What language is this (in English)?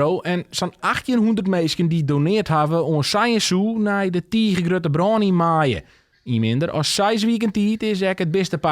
Western Frisian